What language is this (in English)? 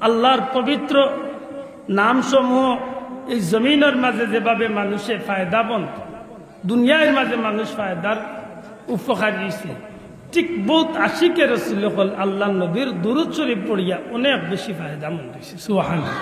Sylheti